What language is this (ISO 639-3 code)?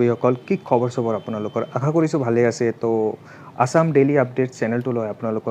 asm